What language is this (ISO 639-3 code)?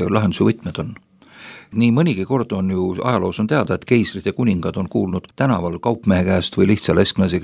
est